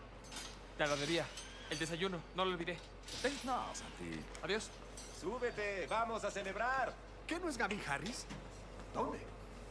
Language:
Spanish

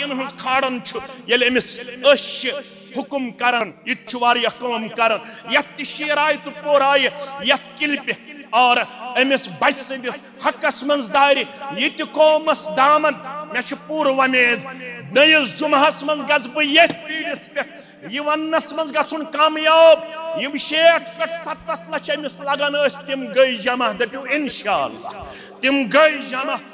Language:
Kashmiri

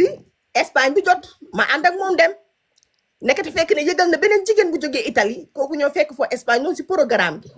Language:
Wolof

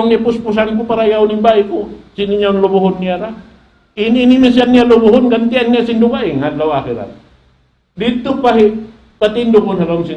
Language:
Tausug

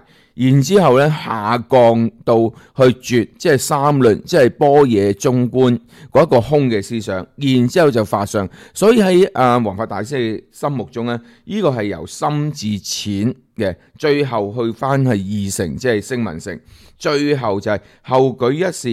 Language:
Cantonese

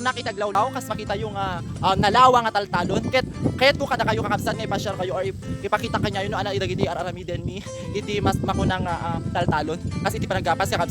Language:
Iloko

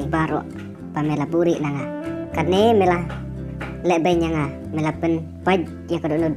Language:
Khasi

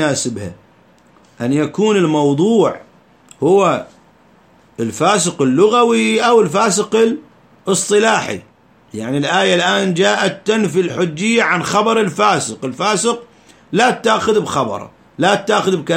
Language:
Arabic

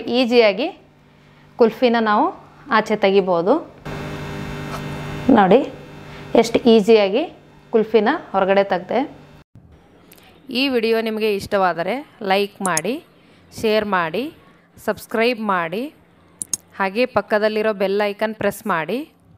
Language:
Kannada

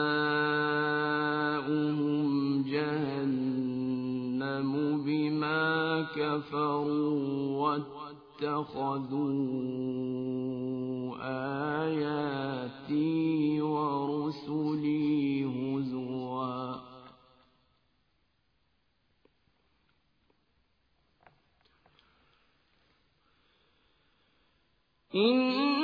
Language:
Arabic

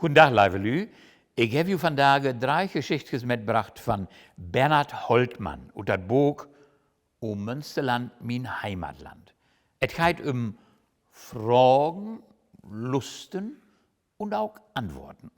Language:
Low German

